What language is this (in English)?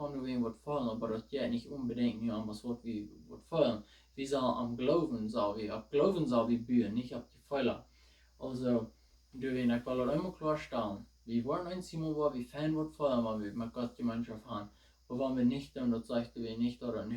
Plautdietsch